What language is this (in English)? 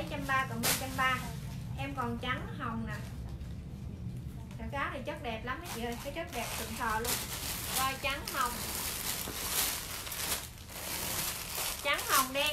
Vietnamese